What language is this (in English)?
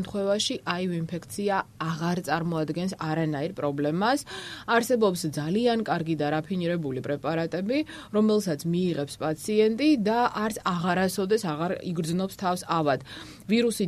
Georgian